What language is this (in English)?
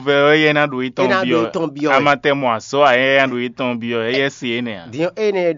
Fon